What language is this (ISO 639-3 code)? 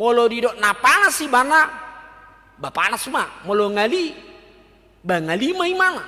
bbc